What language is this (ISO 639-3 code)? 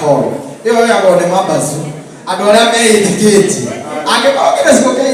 kik